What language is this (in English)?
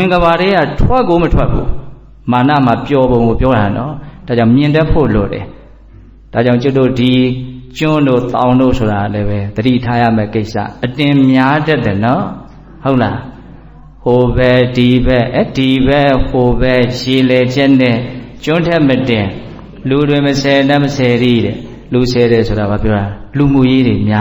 Burmese